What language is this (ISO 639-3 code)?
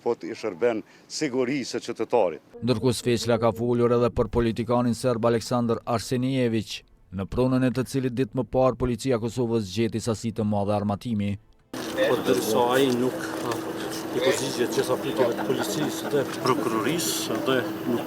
sqi